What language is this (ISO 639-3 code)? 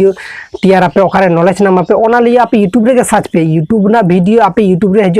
sat